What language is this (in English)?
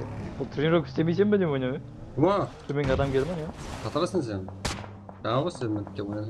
Kara-Kalpak